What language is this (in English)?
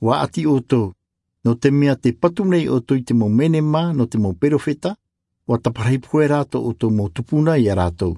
Tahitian